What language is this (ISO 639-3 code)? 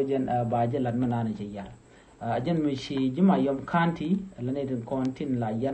nus